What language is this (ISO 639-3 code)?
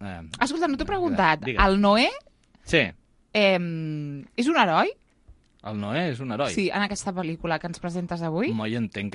cat